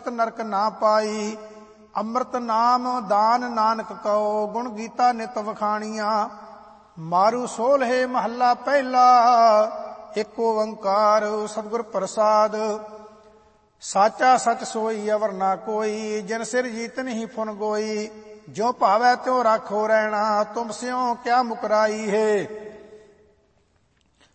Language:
Punjabi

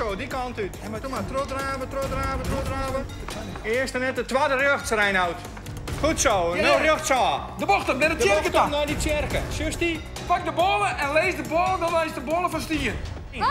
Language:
Western Frisian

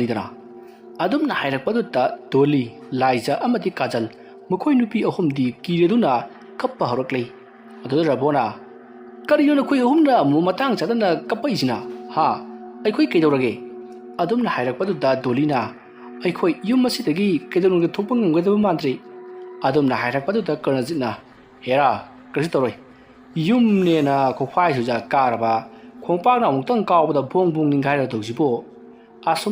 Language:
Manipuri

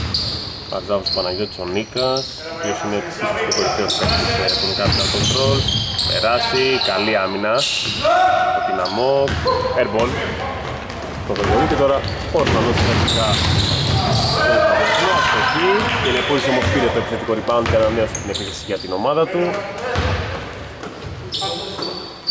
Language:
Greek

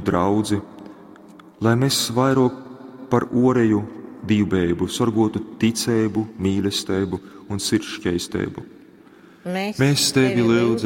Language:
Latgalian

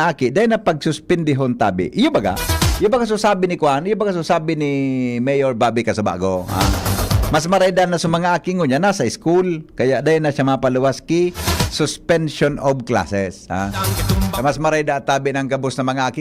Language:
Bikol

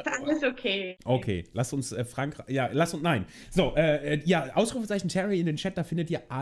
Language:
German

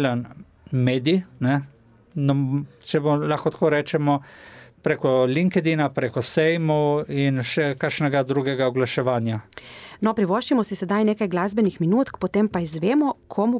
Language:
Slovenian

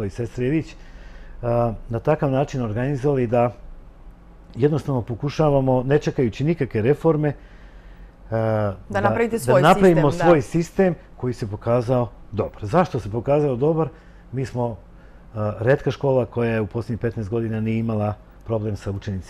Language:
Serbian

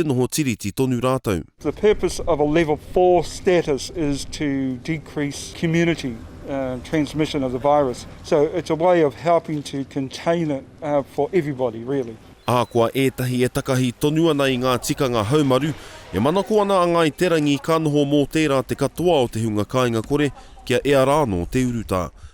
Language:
Māori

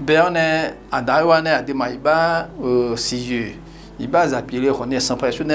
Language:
Akha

